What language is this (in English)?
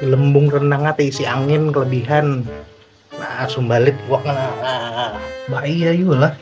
Banjar